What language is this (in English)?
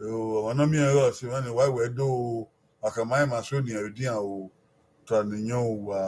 Bini